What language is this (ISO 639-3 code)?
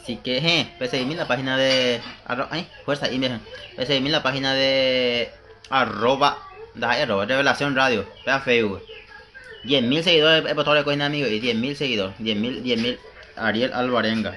grn